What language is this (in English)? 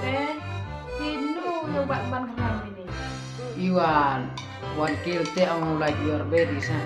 Khasi